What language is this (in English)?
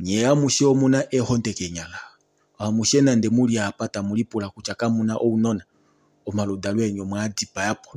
Kuanyama